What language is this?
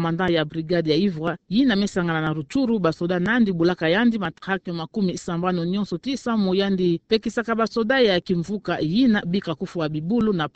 Kituba (Democratic Republic of Congo)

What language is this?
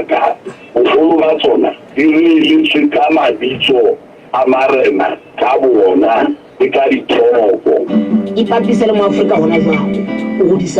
Southern Sotho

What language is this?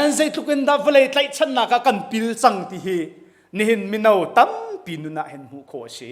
Hakha Chin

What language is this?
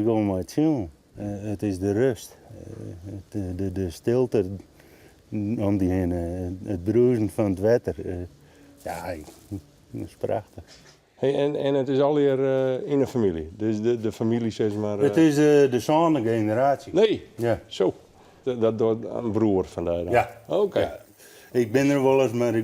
Western Frisian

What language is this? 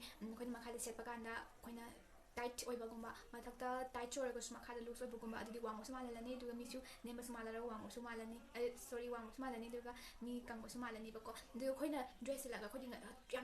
Manipuri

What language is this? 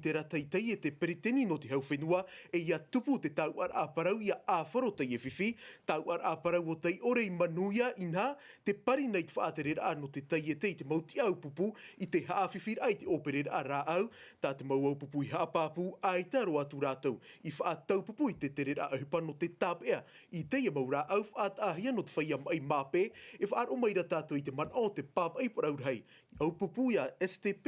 Tahitian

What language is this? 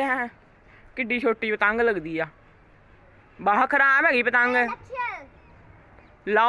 Punjabi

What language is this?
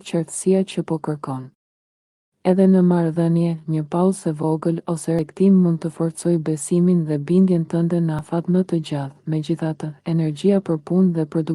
Albanian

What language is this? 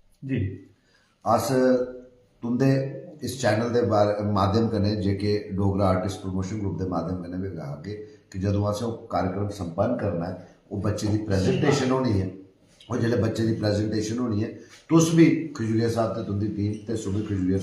Dogri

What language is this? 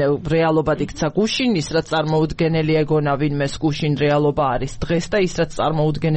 Georgian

